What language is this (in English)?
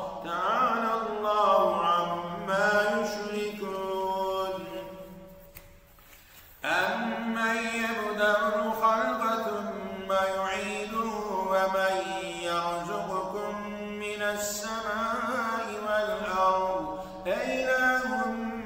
Arabic